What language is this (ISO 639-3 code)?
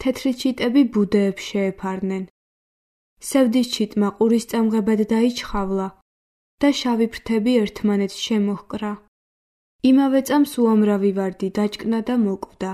kat